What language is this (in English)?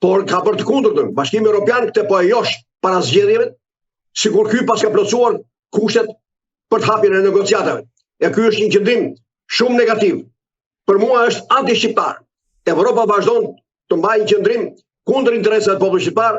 Albanian